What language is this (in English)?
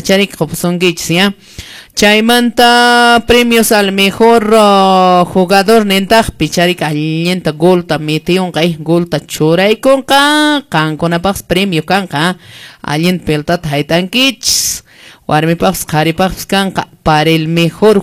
Quechua